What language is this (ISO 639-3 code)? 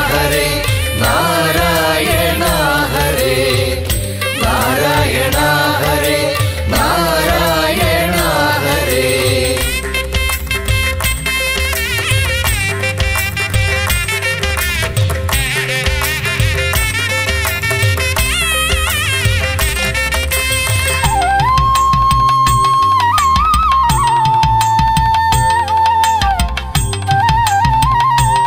mal